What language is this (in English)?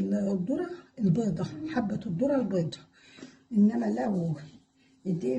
Egyptian Arabic